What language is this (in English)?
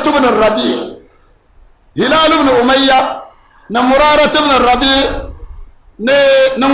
Dagbani